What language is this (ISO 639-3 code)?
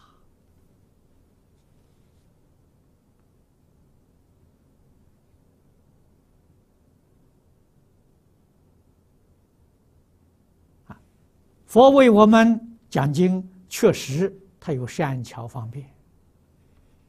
zho